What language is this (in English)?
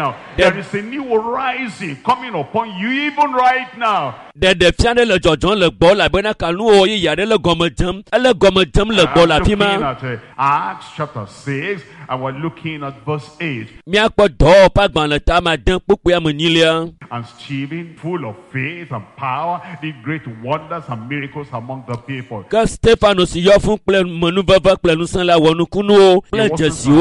Ewe